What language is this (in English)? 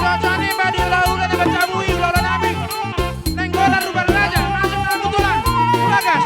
Batak Toba